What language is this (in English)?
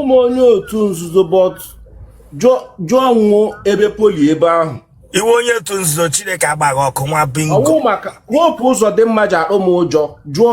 Igbo